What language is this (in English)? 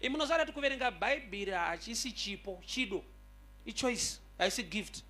Shona